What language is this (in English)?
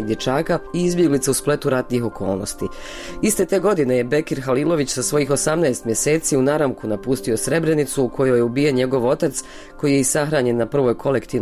Bosnian